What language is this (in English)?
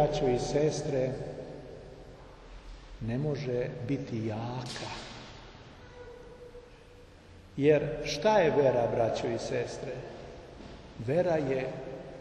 Serbian